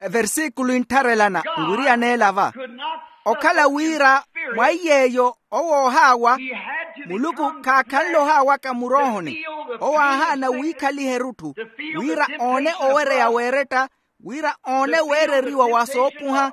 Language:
Makhuwa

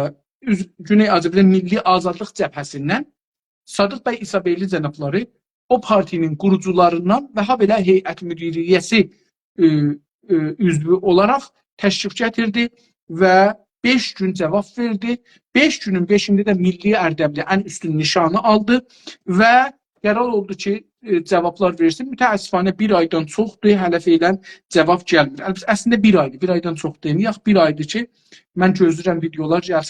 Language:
South Azerbaijani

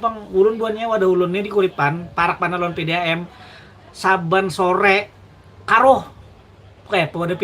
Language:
Banjar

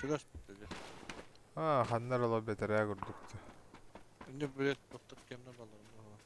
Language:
Yakut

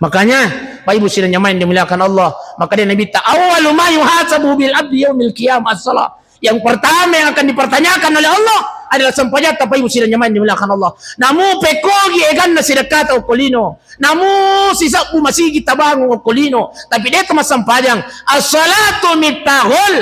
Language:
Buginese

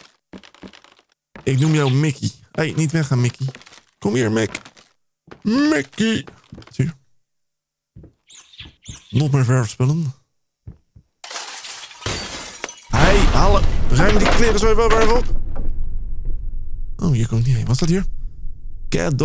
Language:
Dutch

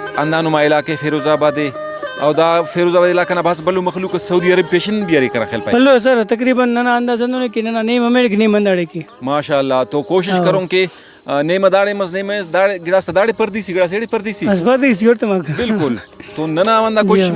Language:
Brahui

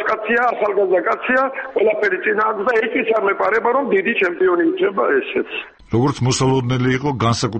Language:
Georgian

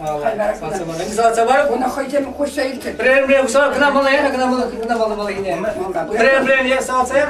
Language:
Chuvash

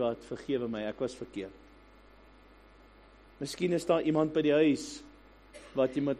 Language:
Afrikaans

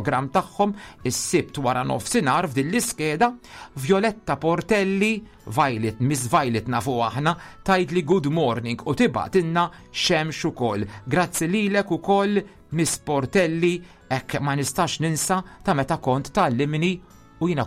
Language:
Maltese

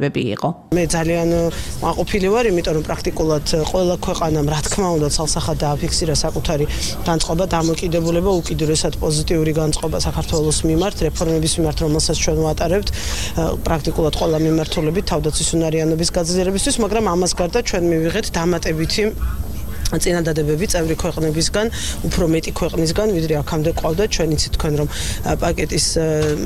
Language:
Georgian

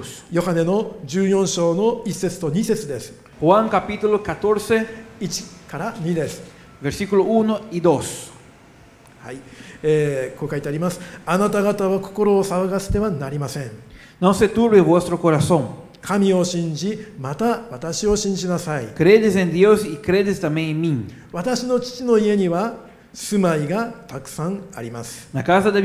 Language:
Japanese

